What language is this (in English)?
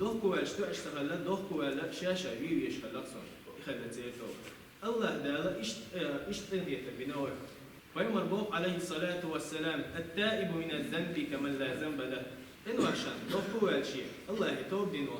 Chechen